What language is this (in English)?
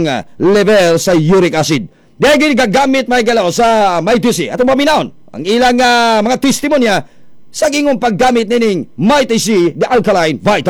Cebuano